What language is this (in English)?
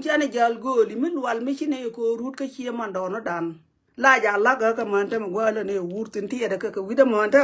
Nuer